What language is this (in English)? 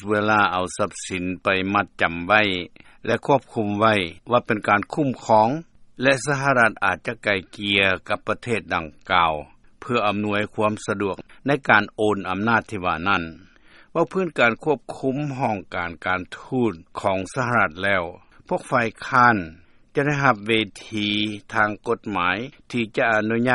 Lao